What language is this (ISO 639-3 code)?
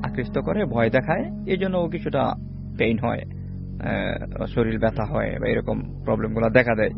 ben